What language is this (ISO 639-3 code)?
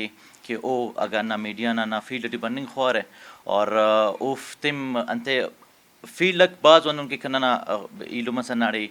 brh